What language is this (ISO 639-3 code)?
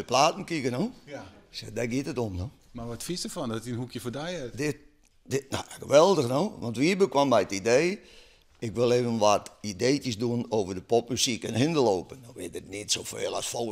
fry